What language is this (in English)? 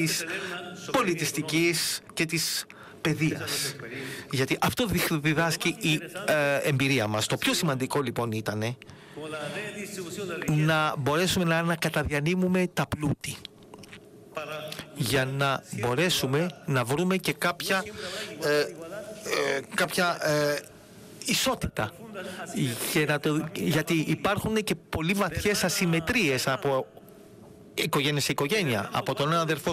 Greek